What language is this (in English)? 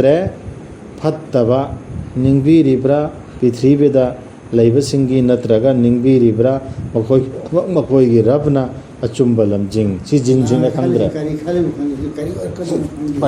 Manipuri